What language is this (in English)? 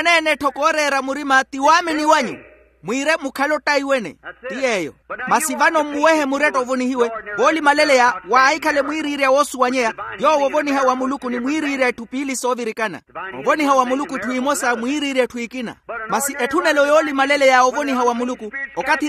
Makhuwa